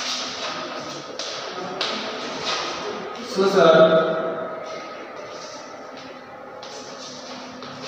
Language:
Hindi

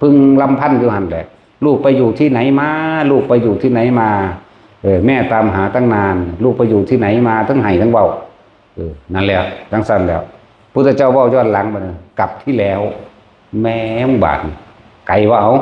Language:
Northeastern Thai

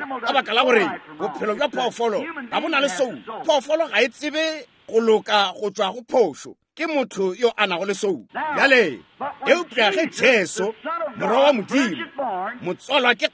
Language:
Northern Sotho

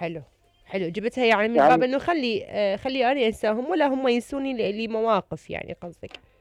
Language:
Mesopotamian Arabic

